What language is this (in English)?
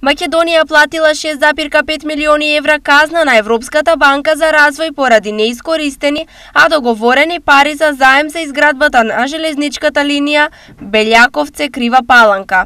Macedonian